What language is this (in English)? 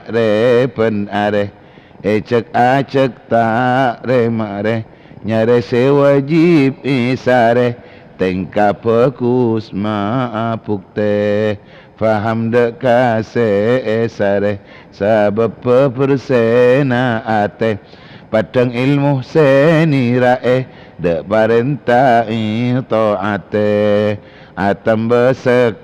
Madurese